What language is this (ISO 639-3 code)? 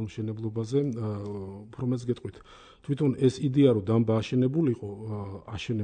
kat